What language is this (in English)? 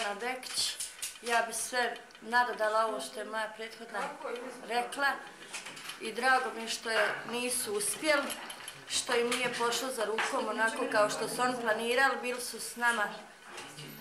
Bosnian